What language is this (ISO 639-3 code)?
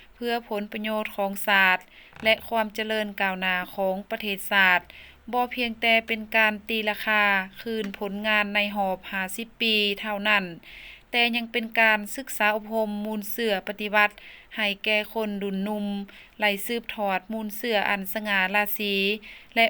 lao